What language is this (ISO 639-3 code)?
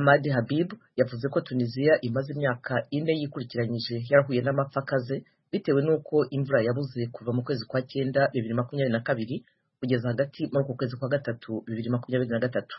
kin